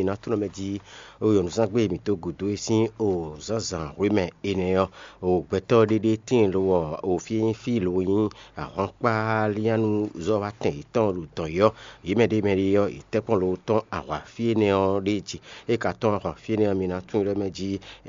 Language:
Fon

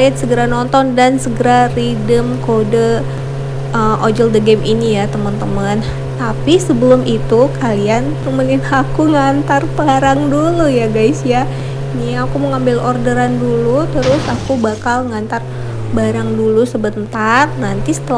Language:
Indonesian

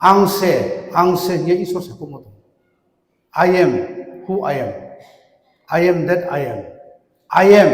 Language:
Riang (India)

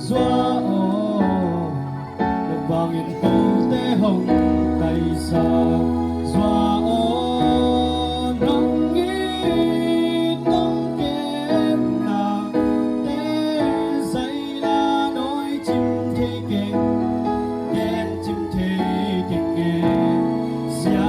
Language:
Tedim Chin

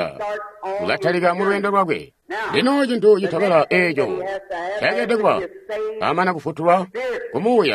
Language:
Tonga (Zambia)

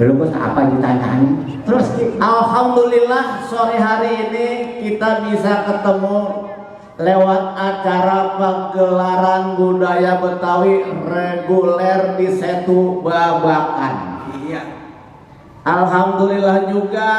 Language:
Betawi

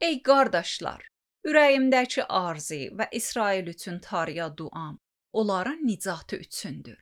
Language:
Azerbaijani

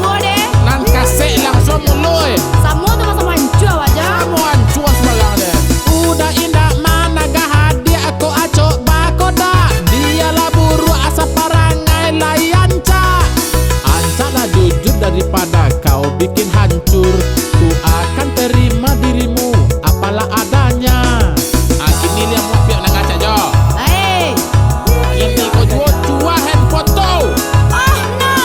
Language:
Minangkabau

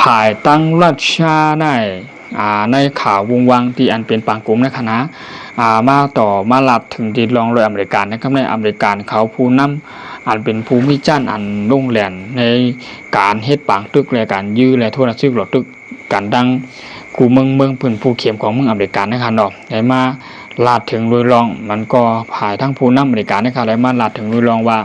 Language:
Shan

